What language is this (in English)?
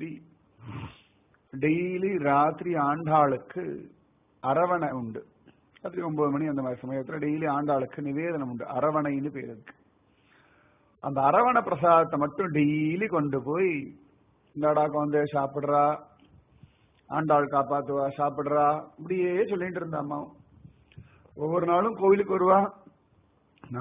Tamil